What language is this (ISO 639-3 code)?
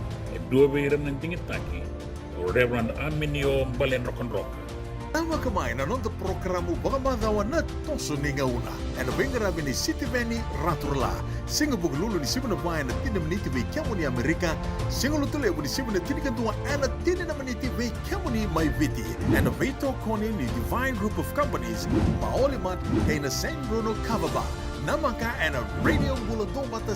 fij